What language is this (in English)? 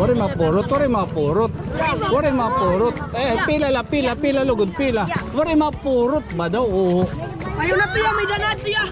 Waray